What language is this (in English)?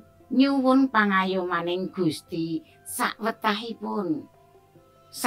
Javanese